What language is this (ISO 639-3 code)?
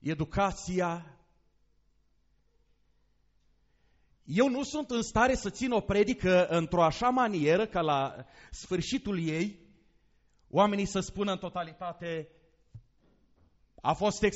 ron